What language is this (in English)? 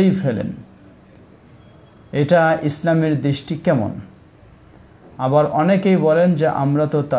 Bangla